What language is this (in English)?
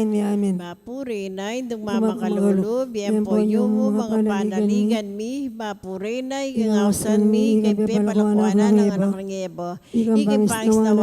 Pampanga